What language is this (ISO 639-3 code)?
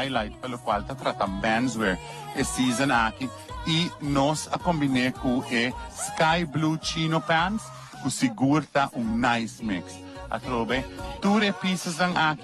pap